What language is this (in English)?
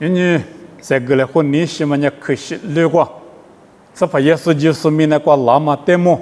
Lisu